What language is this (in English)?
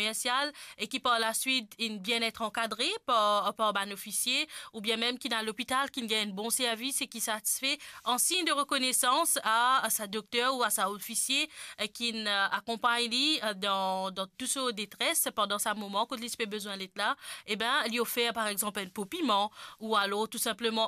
Morisyen